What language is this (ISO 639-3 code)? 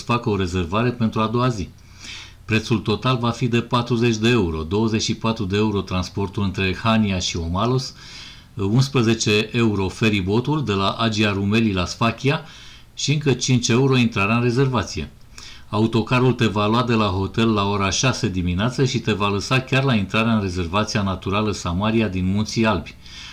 ron